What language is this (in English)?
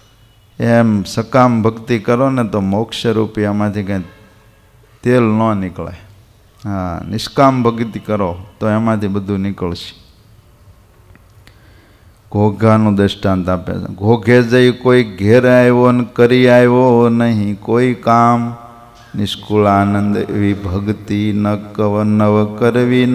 Gujarati